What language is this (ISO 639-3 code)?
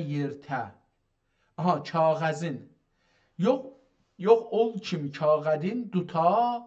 azb